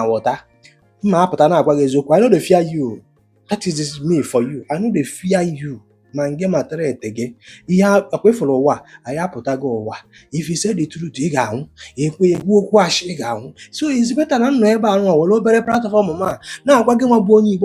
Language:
Igbo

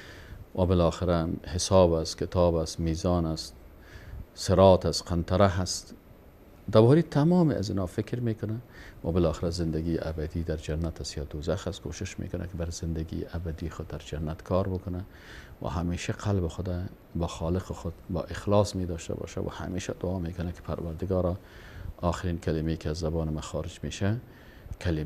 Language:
Persian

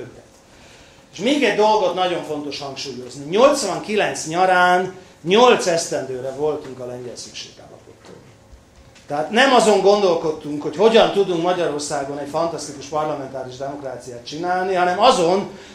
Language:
Hungarian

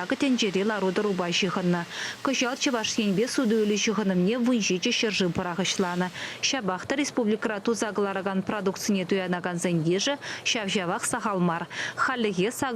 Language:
Chuvash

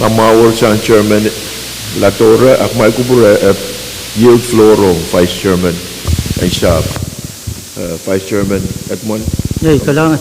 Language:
Pohnpeian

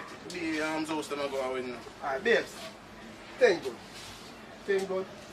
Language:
Jamaican Creole English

